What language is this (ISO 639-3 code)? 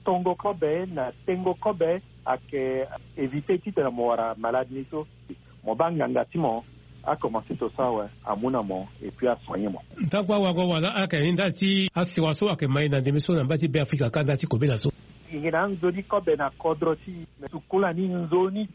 sag